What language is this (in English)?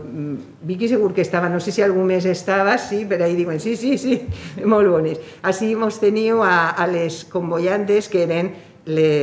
Catalan